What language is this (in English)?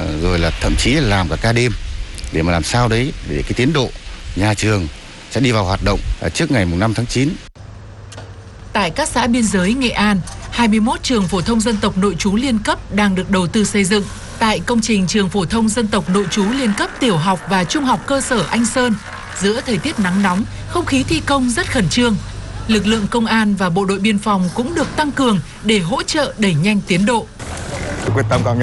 Vietnamese